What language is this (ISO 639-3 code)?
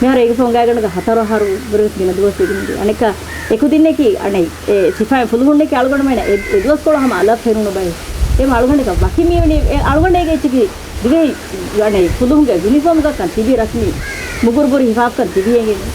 div